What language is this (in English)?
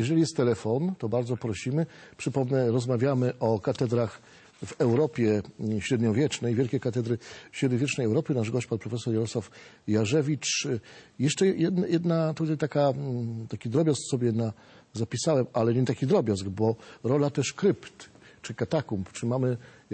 Polish